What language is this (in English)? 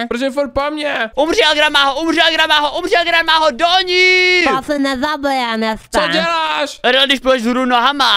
Czech